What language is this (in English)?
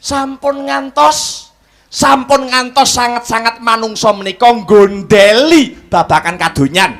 Javanese